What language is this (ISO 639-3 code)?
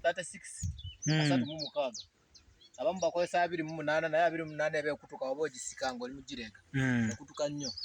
lug